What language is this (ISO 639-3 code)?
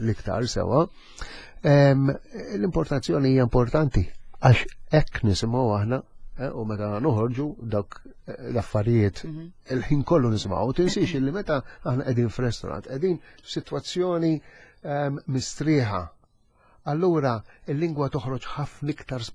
mlt